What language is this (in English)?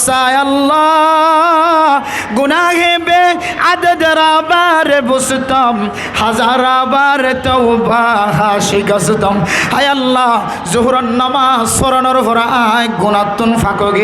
Rohingya